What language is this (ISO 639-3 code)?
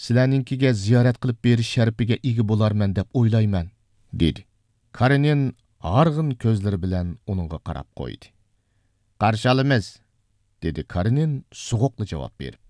uig